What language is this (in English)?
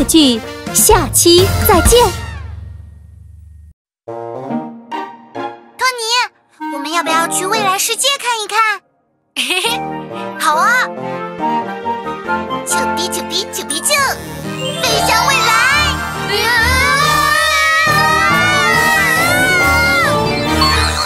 Chinese